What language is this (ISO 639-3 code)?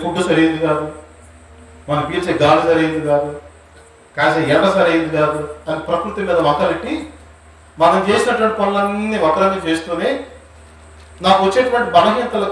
tel